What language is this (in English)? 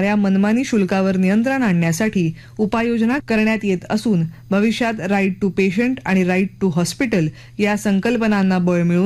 Marathi